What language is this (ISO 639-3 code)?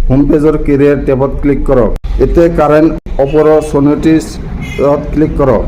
asm